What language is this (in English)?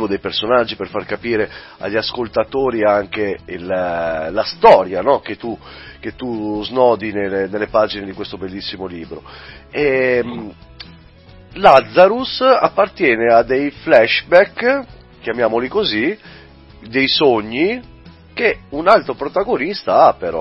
Italian